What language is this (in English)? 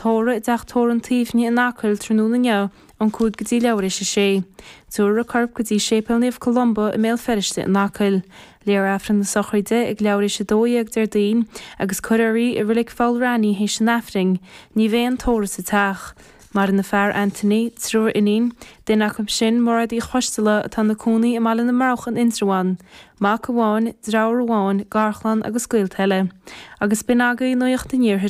Irish